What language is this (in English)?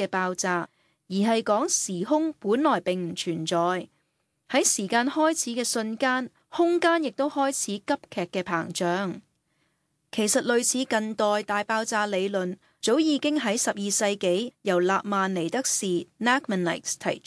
Cantonese